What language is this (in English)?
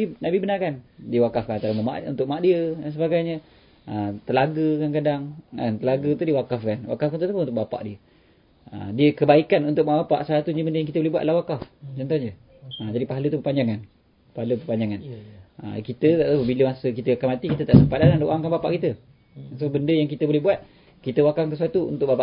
Malay